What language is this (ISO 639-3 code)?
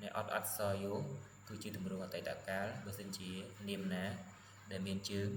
khm